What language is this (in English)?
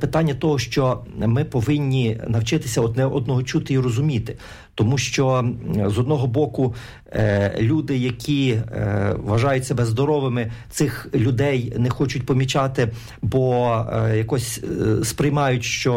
Ukrainian